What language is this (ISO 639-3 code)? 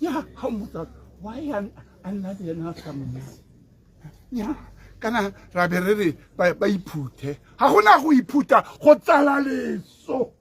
tsn